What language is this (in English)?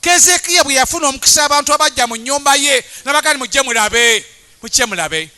Ganda